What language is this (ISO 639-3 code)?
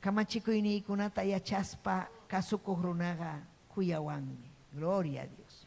quy